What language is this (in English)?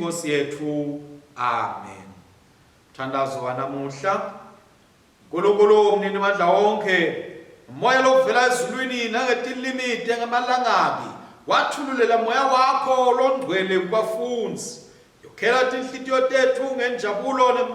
Swati